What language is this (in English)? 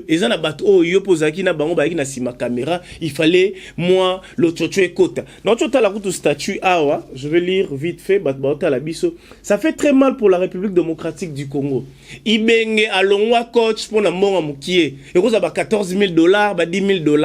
Lingala